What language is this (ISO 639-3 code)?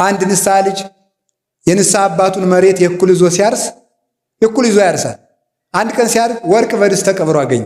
amh